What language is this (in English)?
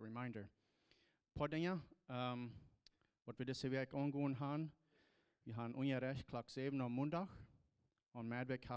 Plautdietsch